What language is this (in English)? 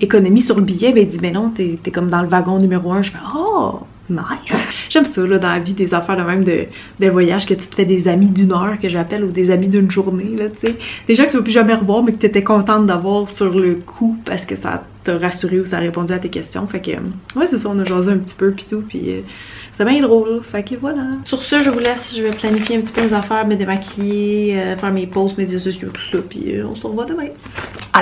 French